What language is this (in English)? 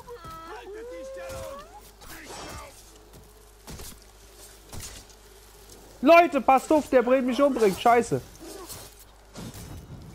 German